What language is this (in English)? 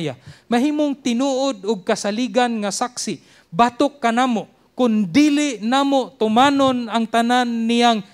Cebuano